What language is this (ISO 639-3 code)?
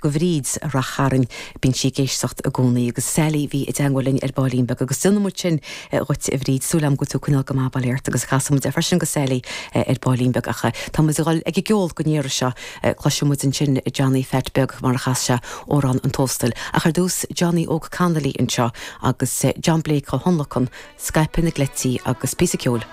gle